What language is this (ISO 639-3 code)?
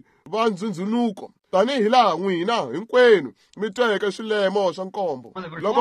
tso